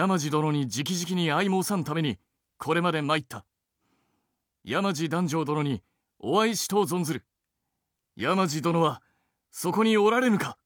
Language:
Japanese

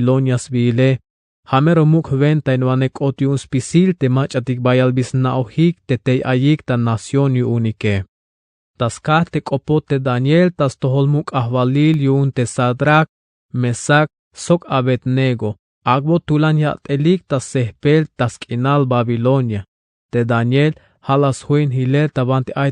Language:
Tzeltal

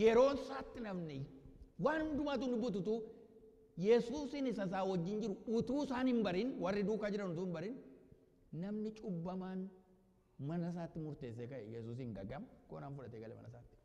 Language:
Oromo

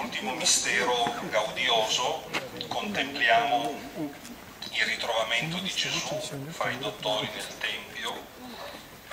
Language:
Italian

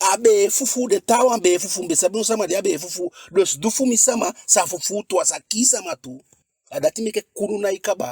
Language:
Eastern Maroon Creole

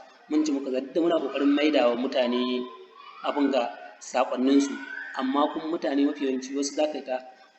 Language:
Hausa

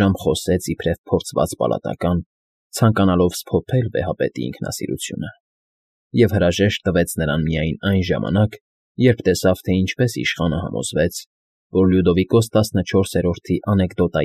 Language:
Armenian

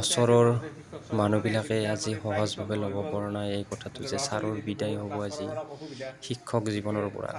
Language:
Assamese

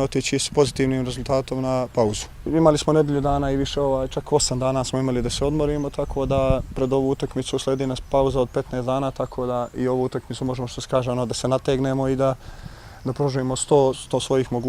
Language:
Bosnian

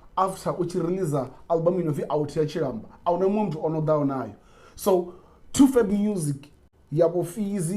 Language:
Venda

